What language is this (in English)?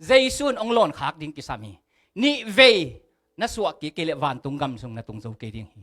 Tedim Chin